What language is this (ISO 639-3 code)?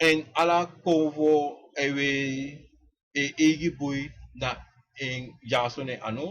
srn